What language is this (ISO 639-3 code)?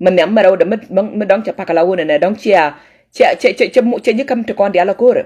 nus